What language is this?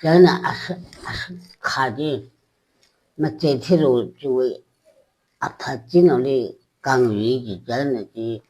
Tangkhul Naga (India)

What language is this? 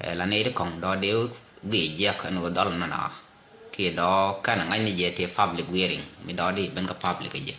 Nuer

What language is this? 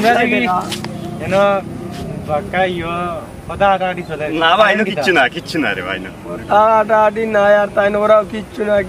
Sylheti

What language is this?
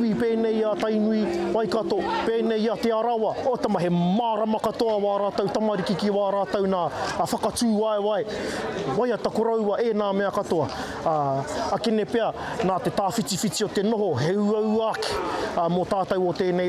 Māori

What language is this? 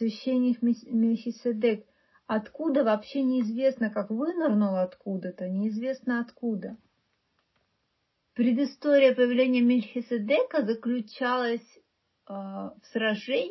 Russian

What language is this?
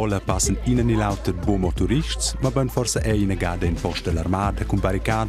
Romansh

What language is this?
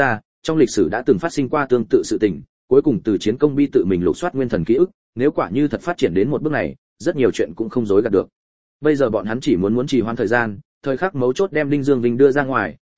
Vietnamese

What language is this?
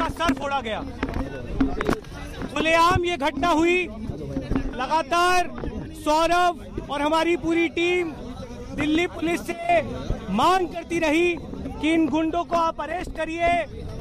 Hindi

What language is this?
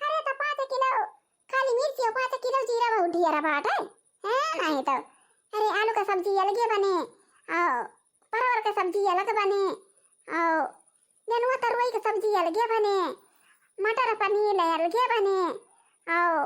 Awadhi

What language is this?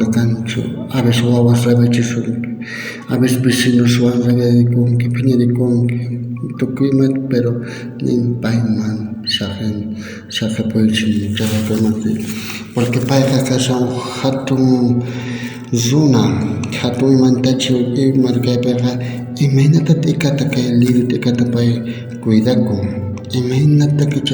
South Bolivian Quechua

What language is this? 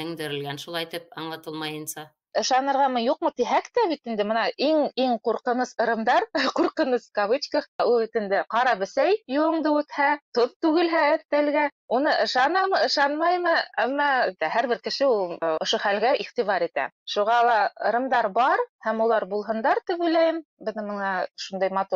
Bashkir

